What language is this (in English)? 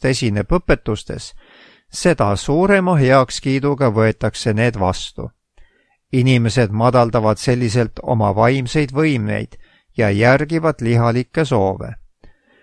Estonian